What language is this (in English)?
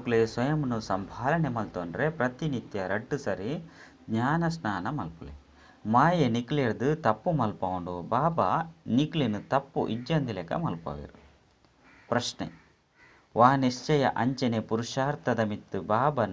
Tulu